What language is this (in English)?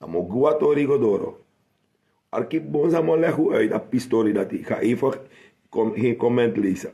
Sranan Tongo